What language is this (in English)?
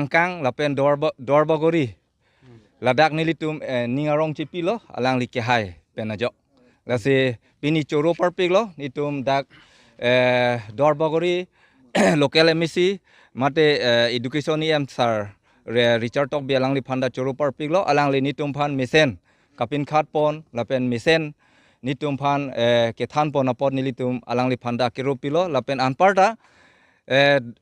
Karbi